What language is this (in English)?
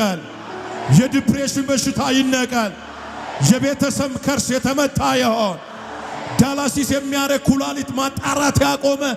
Amharic